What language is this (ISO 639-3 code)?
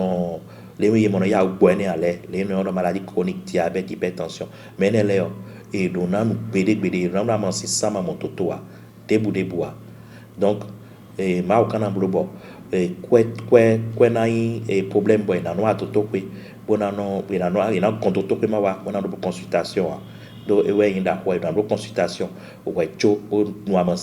fon